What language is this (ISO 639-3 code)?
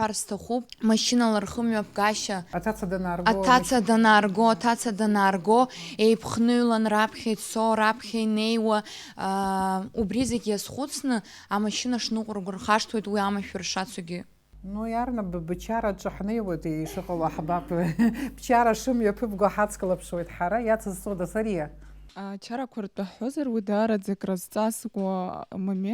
abk